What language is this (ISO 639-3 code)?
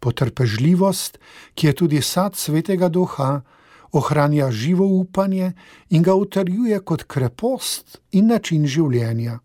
slv